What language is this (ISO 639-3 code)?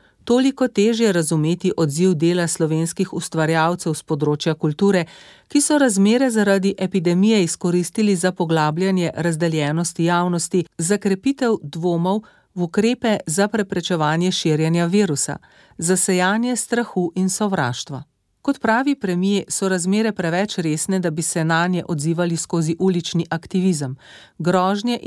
slv